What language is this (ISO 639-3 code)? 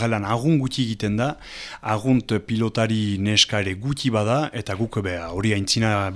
eus